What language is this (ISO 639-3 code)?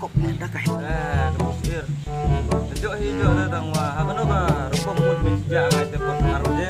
kha